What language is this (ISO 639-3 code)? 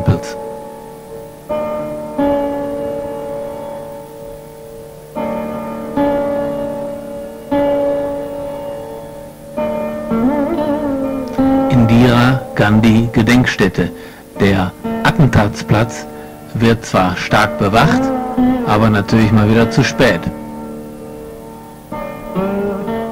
deu